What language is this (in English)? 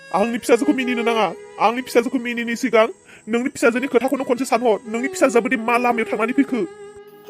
Bodo